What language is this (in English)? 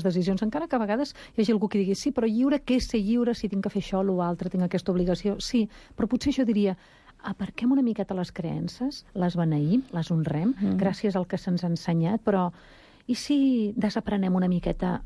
Catalan